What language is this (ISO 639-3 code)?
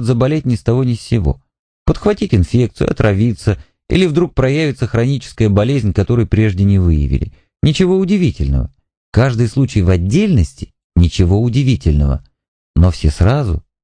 rus